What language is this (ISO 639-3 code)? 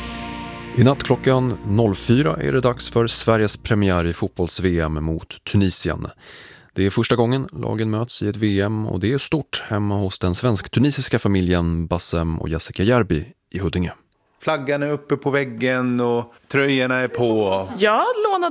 swe